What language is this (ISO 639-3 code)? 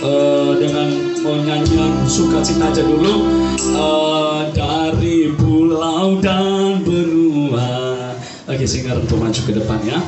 nia